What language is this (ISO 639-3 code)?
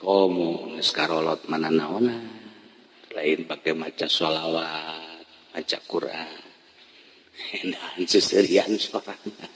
sun